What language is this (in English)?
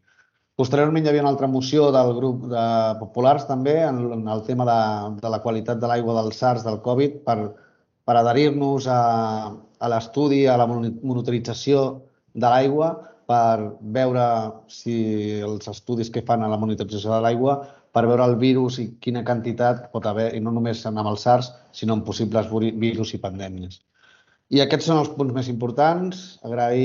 Catalan